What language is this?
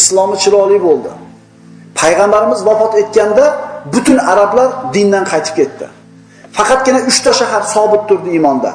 Uzbek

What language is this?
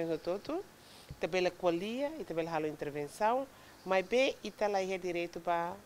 Tetum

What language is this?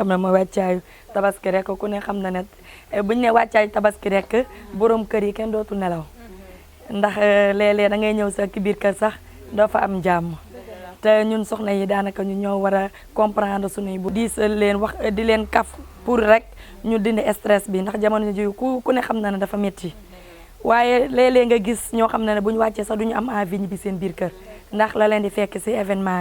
Wolof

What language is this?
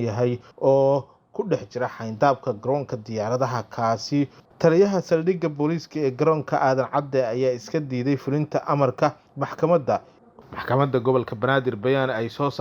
Somali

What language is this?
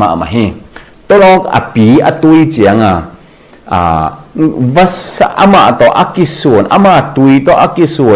Tedim Chin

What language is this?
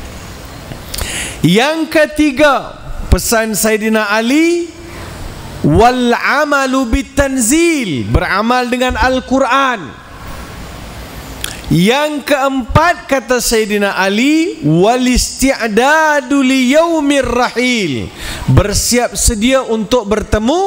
Malay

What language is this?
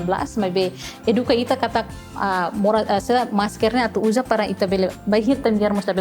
Tetum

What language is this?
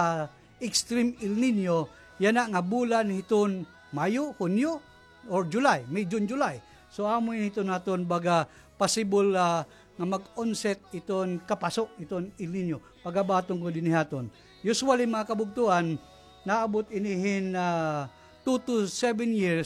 Waray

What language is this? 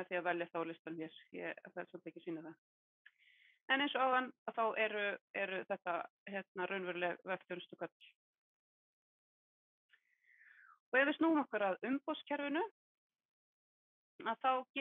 Icelandic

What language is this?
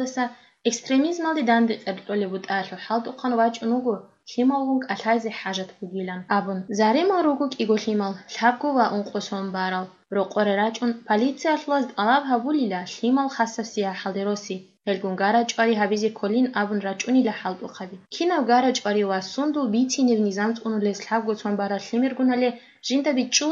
Avaric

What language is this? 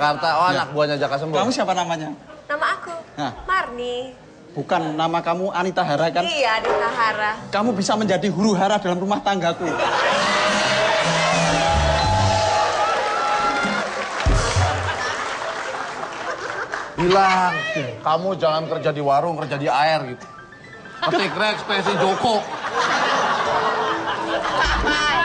Indonesian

